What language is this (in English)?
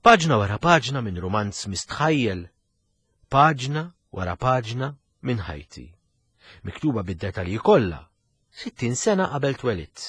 Maltese